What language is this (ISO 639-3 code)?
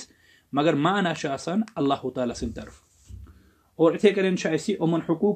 kas